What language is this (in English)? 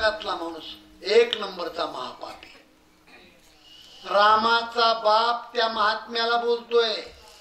Marathi